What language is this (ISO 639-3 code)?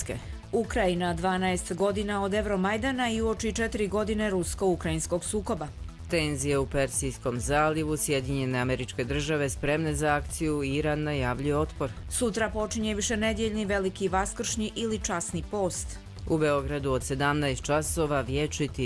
hrv